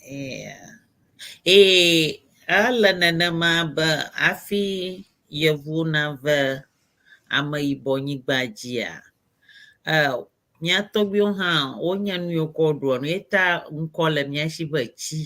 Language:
Ewe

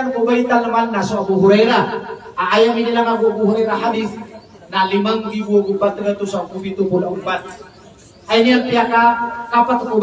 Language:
Maranao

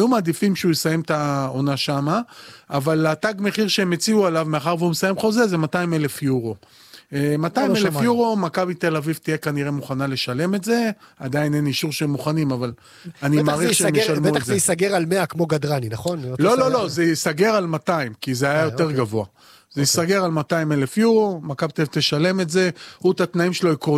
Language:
Hebrew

